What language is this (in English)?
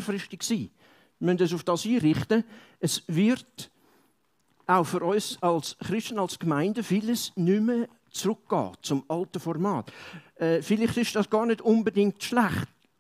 Swiss German